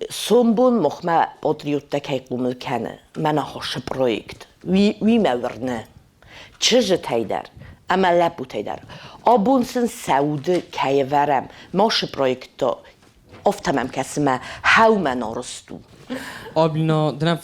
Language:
Ossetic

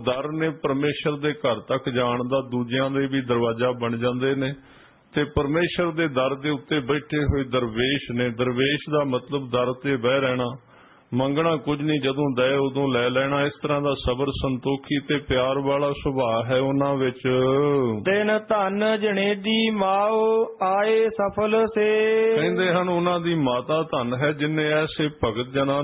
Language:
Punjabi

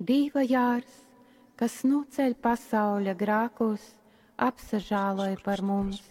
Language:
Latgalian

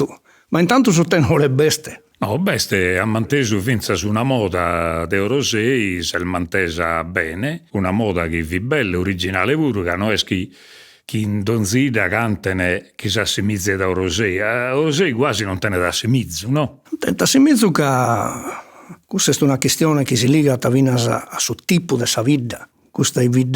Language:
Sardinian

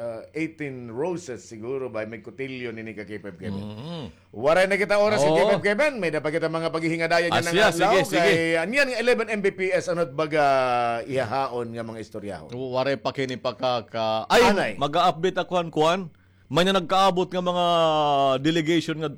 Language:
Waray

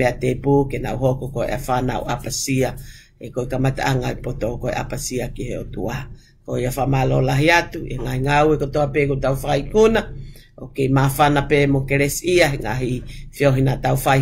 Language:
Tongan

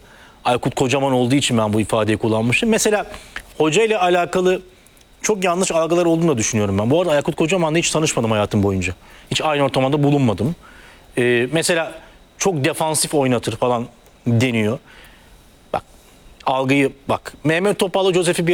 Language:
Turkish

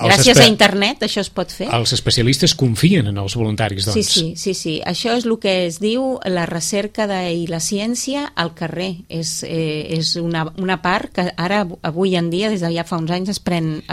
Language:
Catalan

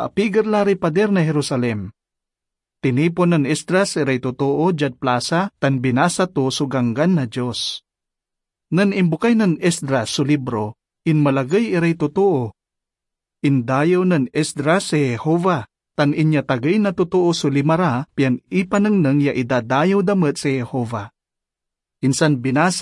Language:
Pangasinan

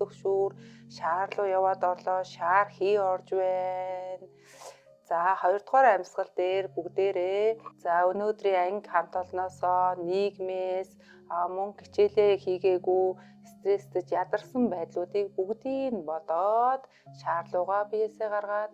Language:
Mongolian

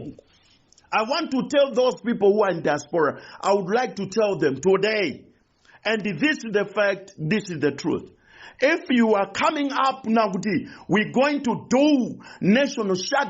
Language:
Nyanja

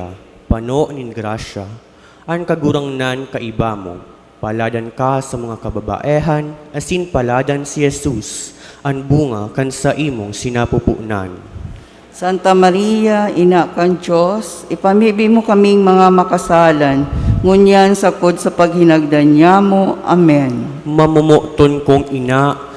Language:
Bikol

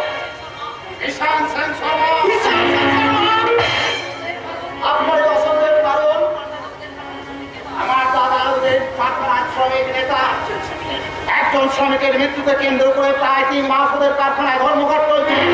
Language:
Bangla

